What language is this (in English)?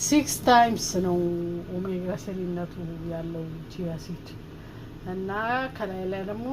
Amharic